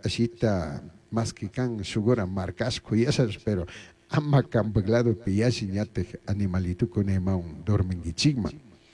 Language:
Chimborazo Highland Quichua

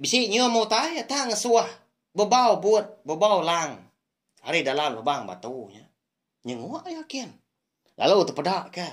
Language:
Iban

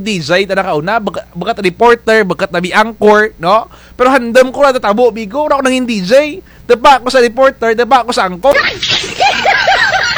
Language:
Kinaray-a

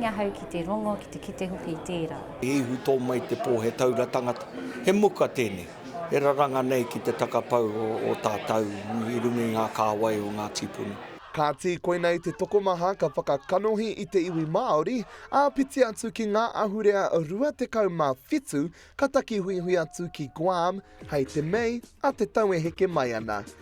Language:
Māori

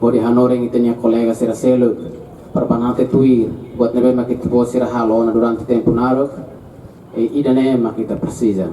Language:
Tetum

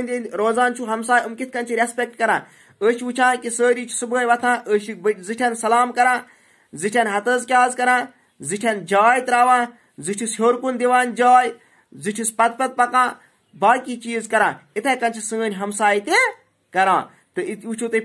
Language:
Kashmiri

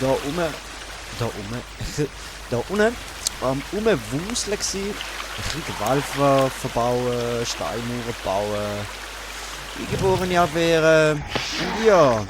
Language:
Swiss German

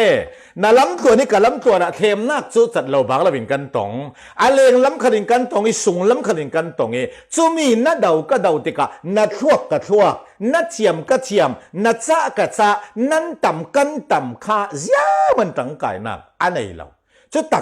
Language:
Falam Chin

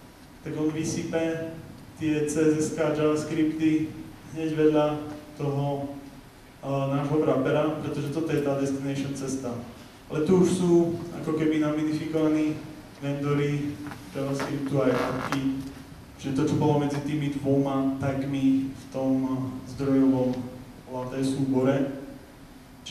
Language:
Slovak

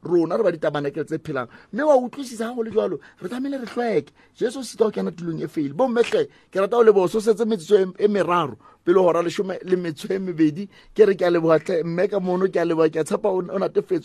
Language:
Southern Sotho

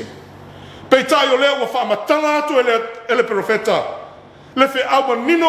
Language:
Samoan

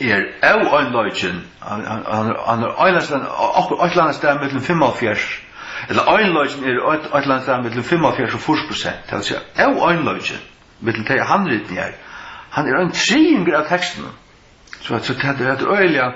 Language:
Faroese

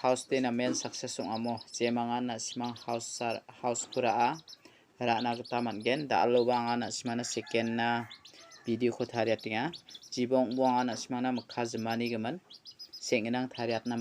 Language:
Garo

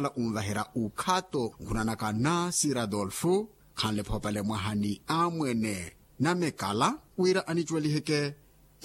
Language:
Makhuwa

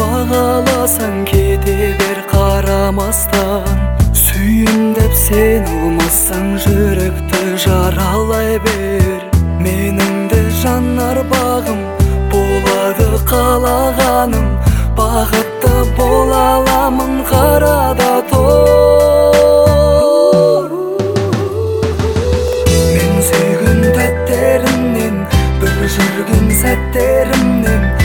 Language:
Kazakh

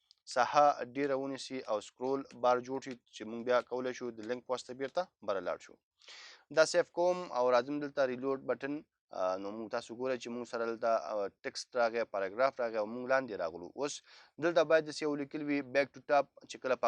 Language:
Pashto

